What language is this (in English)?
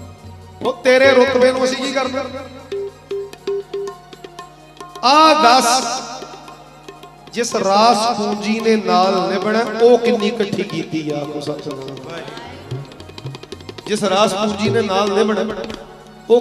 Punjabi